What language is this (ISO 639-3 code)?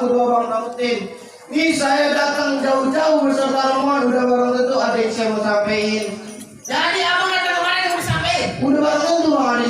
bew